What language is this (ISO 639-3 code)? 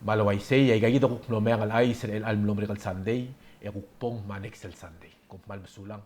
pau